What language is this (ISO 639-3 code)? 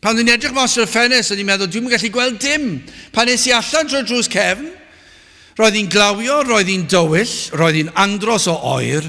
cym